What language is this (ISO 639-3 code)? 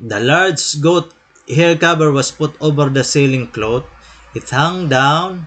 war